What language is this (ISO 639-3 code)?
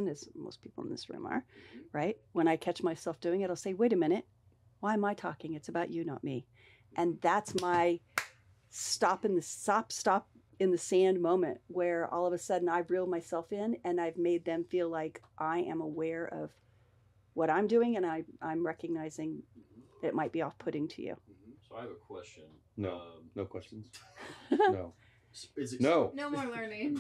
eng